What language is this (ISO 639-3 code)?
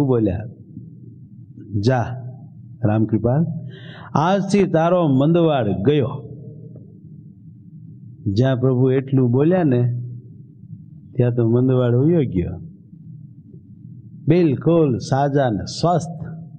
guj